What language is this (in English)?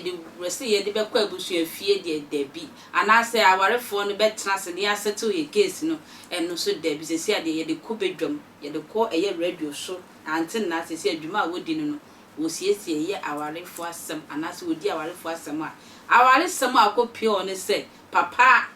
Akan